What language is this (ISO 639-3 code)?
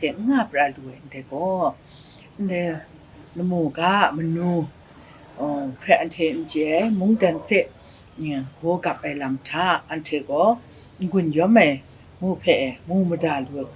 kac